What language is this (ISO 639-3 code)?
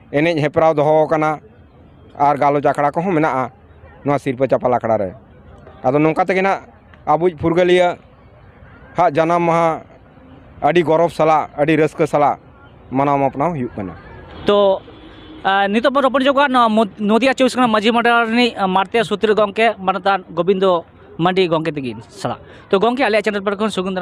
sat